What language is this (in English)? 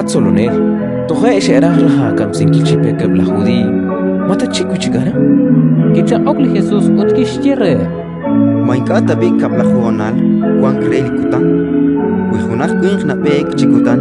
Kekchí